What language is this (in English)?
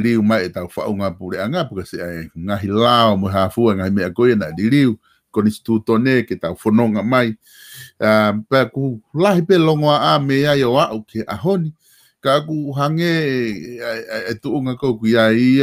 Tongan